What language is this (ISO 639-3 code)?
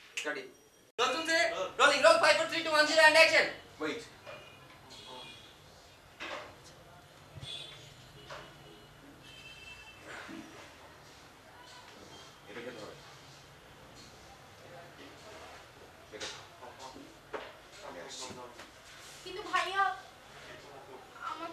ben